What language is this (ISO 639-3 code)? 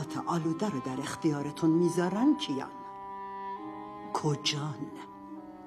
fas